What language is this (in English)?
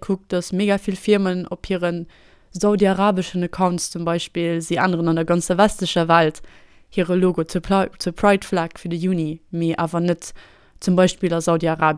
Luxembourgish